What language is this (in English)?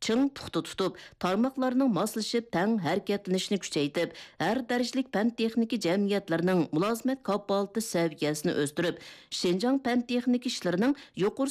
Uyghur